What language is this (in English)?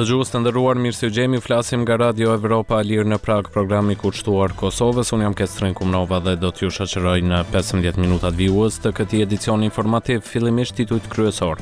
Albanian